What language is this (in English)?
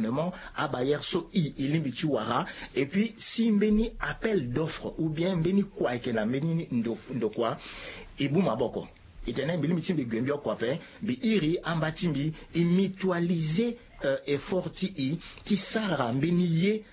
Sango